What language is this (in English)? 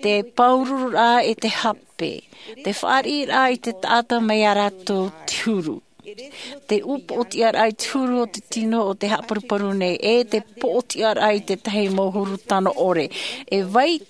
Tahitian